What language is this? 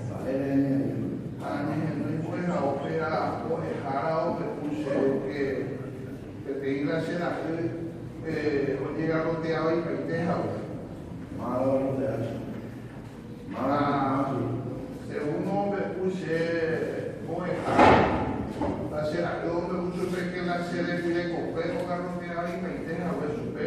Guarani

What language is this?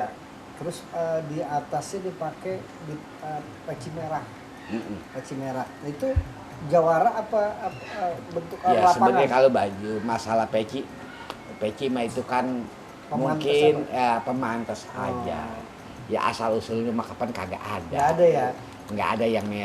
Betawi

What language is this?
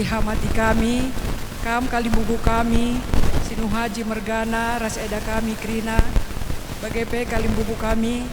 Batak Karo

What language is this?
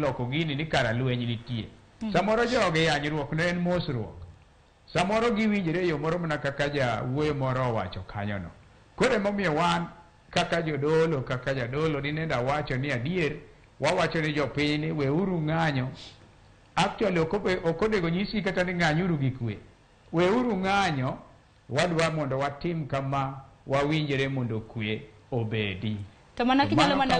Luo (Kenya and Tanzania)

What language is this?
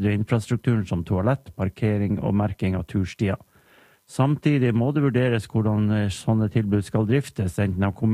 Norwegian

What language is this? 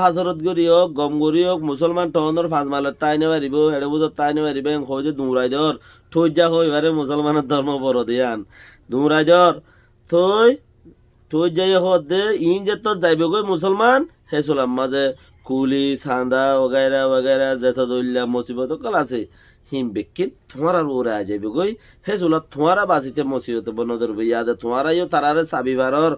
Rohingya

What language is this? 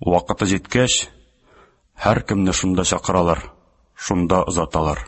Tatar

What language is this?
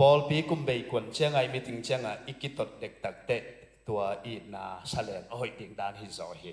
Tedim Chin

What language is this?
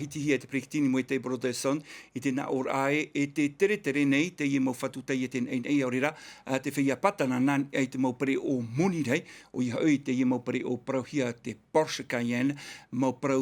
Tahitian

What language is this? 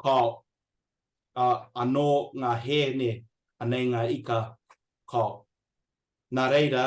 Māori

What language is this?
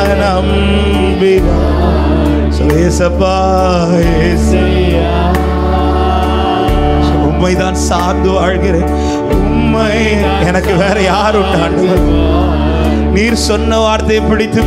Tamil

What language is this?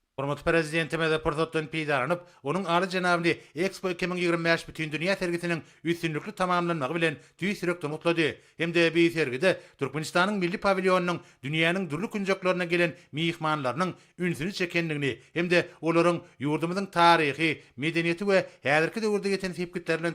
Turkmen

